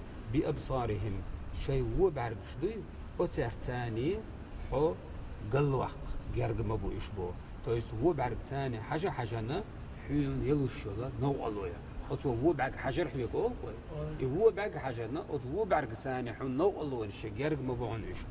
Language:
Chechen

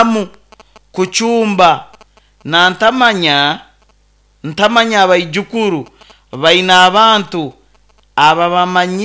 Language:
Nyoro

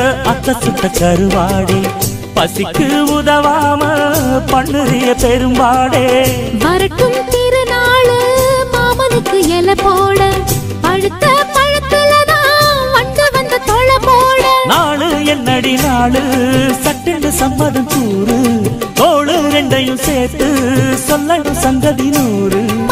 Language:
Tamil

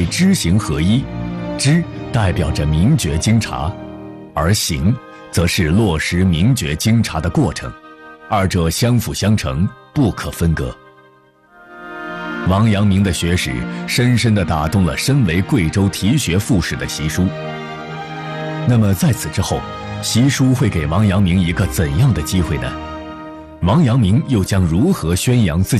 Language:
Chinese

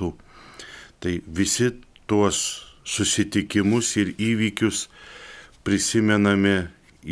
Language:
Lithuanian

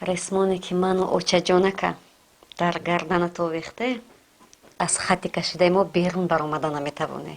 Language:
Tajik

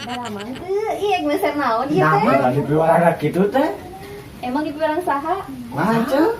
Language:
Sundanese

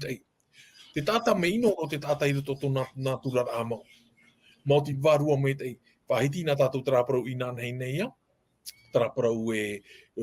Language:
Tahitian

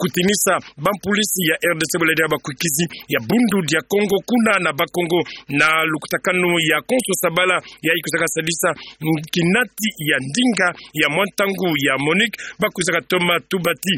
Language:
Kituba (Democratic Republic of Congo)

